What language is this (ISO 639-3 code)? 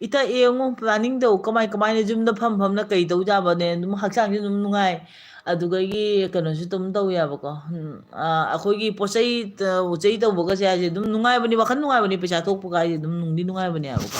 mni